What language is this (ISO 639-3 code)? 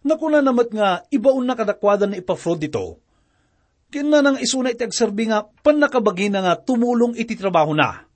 ilo